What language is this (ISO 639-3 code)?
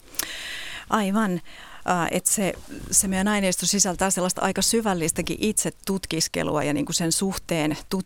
fin